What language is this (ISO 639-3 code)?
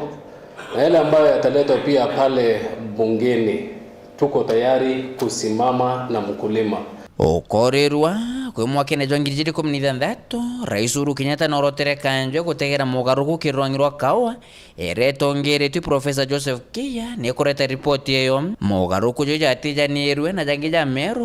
mer